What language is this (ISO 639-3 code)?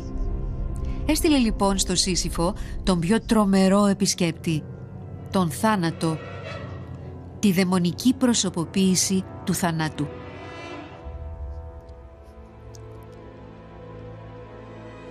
ell